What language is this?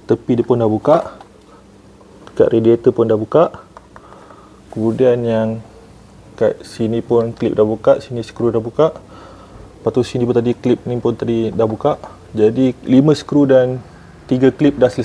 Malay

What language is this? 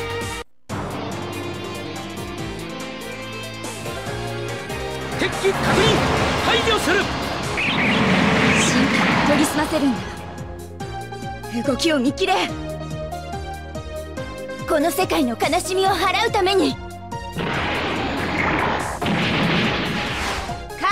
Japanese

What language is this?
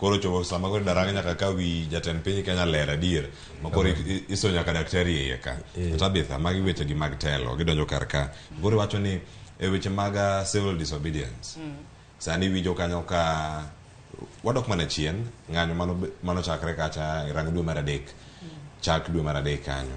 Luo (Kenya and Tanzania)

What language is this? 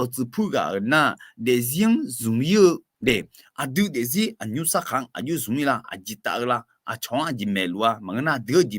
Akha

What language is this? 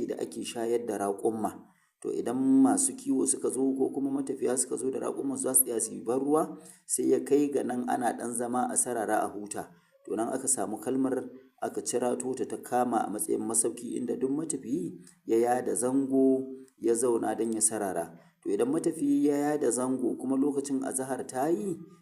Hausa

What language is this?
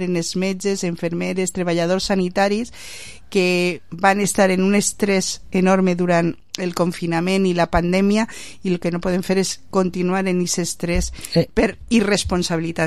Catalan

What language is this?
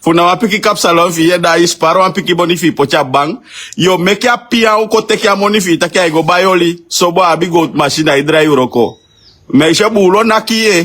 Sranan Tongo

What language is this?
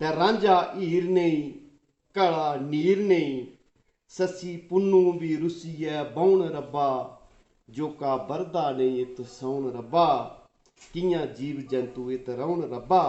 Dogri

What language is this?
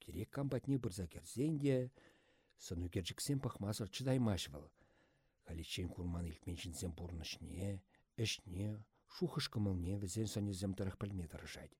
Chuvash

